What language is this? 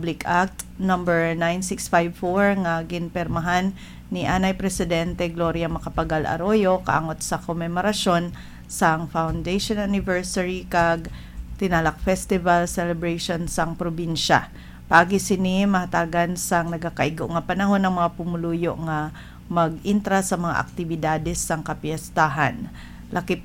Hiligaynon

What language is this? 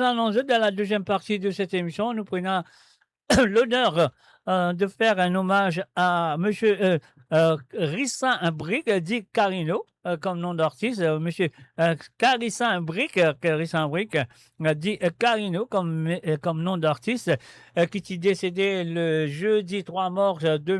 Morisyen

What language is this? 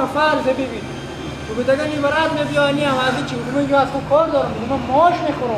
Persian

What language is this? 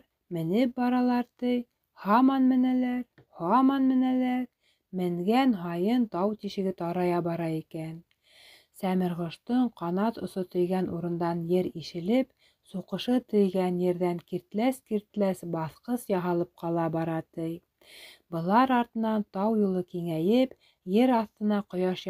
Bashkir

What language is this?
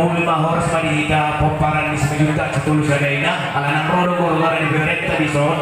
Batak Toba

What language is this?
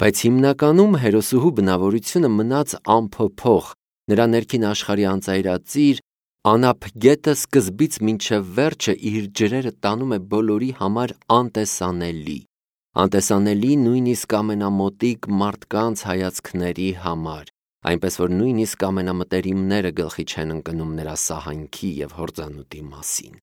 Armenian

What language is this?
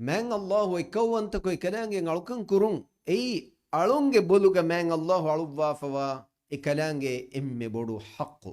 Divehi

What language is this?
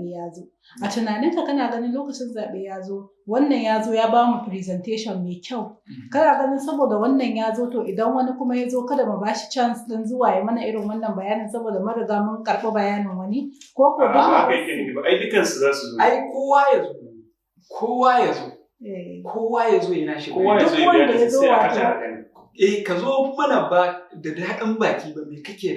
Hausa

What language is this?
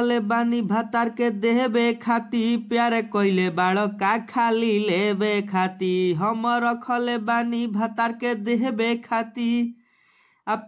Bhojpuri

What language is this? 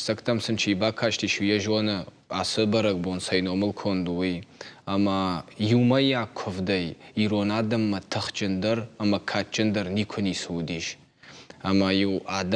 Ossetic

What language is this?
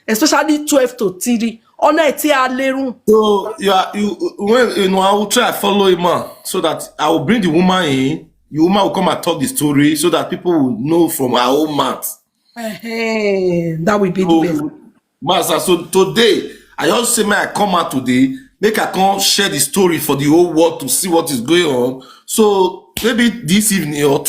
Nigerian Pidgin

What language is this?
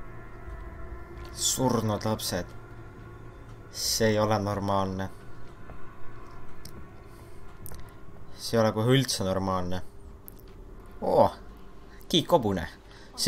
Estonian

